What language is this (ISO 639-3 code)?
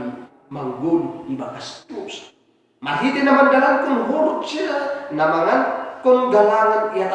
bts